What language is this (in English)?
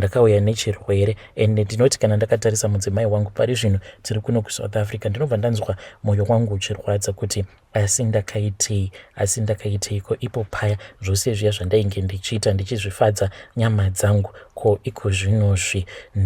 Shona